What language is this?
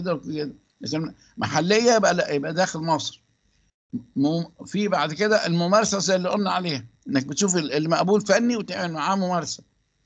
Egyptian Arabic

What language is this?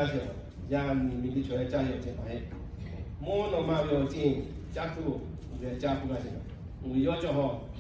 Lahu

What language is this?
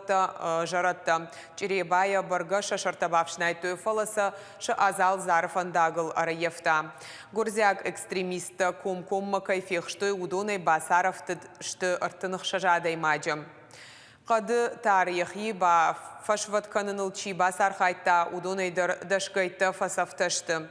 Ossetic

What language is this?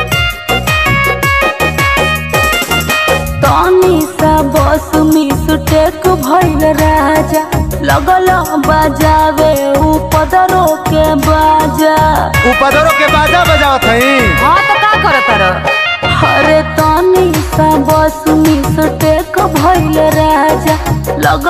Bhojpuri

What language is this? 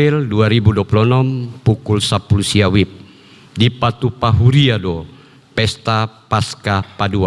Batak Toba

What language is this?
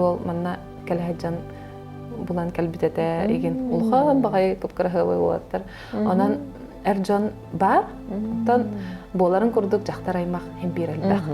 Yakut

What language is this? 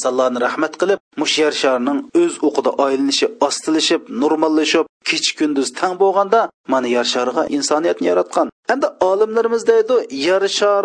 Uyghur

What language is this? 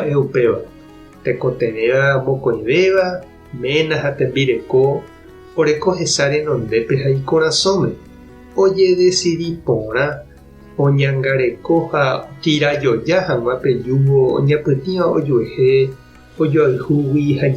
Guarani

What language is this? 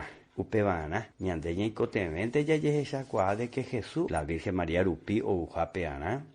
Guarani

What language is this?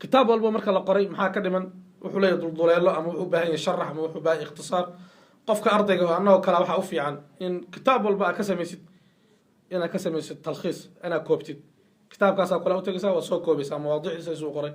Somali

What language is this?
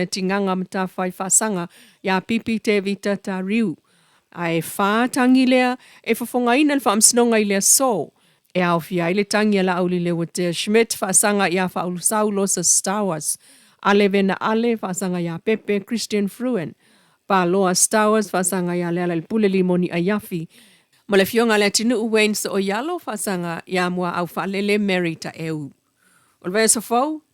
Samoan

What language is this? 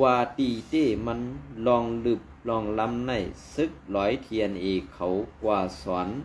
Shan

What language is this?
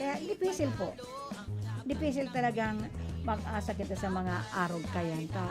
Bikol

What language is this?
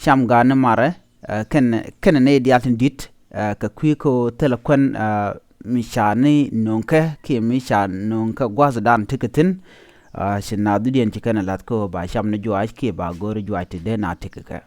Nuer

